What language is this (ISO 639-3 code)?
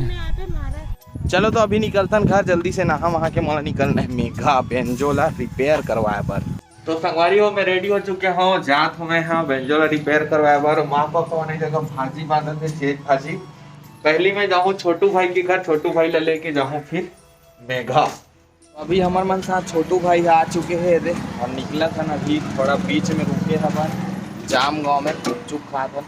hne